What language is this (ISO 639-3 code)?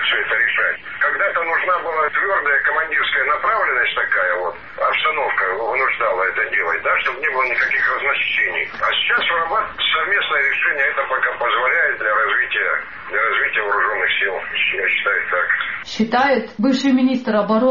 rus